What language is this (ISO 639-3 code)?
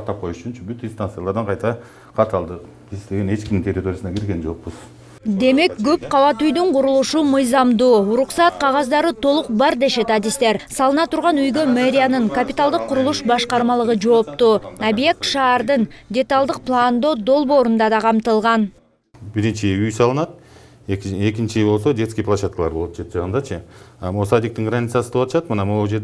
kir